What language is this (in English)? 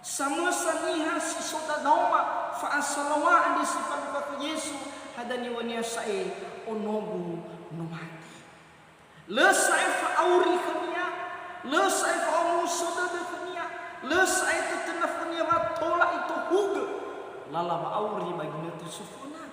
Nias